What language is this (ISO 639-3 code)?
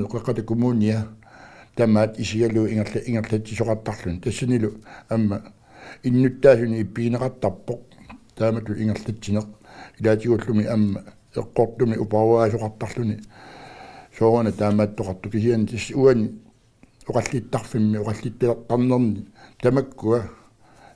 kal